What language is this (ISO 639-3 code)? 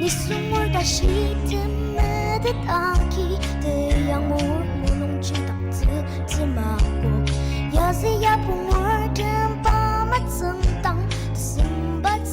njo